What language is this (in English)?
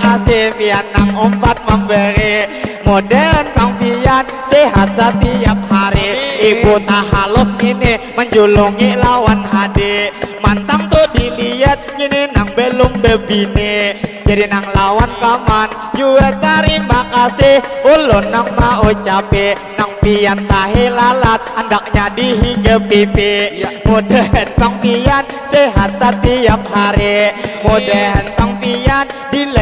Banjar